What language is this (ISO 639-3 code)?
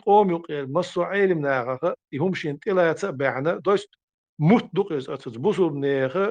che